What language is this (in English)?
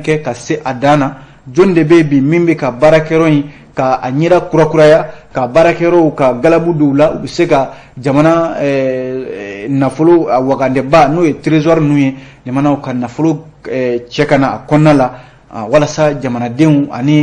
Bambara